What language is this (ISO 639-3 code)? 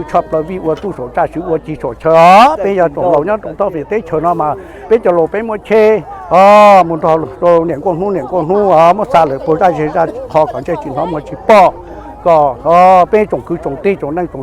hmn